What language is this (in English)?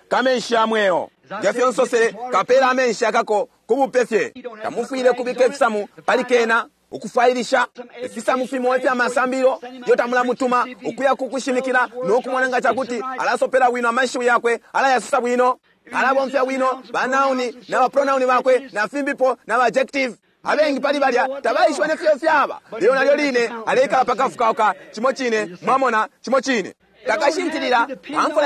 Bemba